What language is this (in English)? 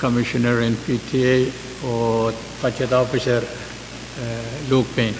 Pohnpeian